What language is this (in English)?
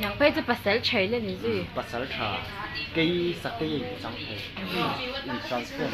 Mizo